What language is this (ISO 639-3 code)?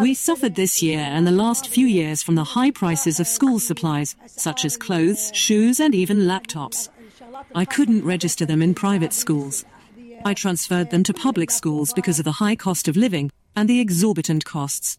smo